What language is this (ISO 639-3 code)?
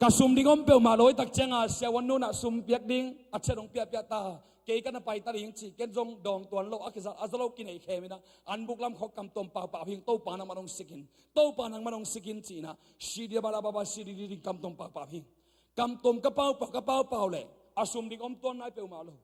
ctd